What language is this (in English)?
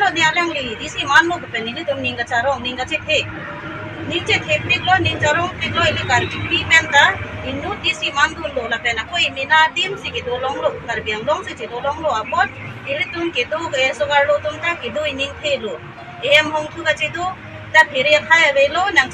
Karbi